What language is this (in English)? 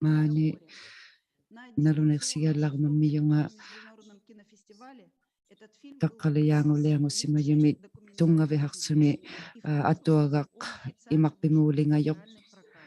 Inuktitut